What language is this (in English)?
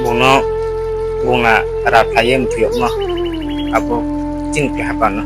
Riang (India)